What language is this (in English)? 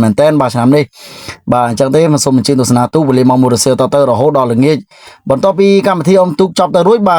Khmer